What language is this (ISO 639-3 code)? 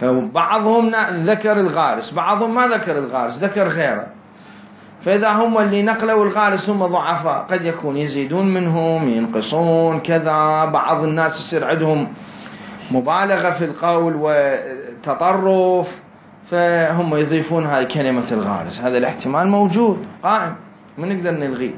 acm